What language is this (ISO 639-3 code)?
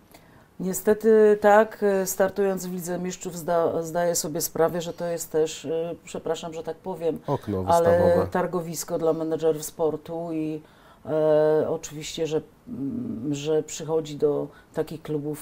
pol